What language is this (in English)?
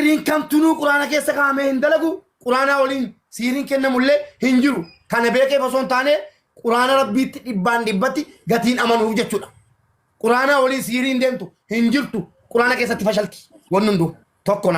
Oromo